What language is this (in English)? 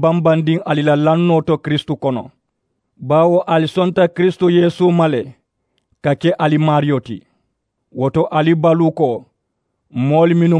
Mandingo